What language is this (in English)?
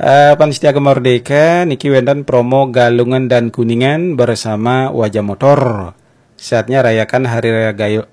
Balinese